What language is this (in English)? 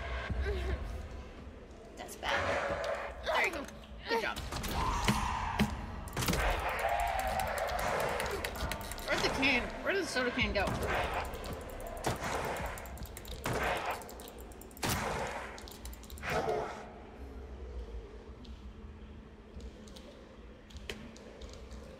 English